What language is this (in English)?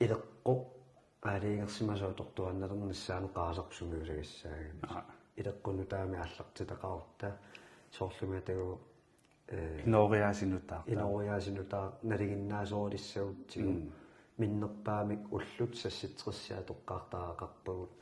Kalaallisut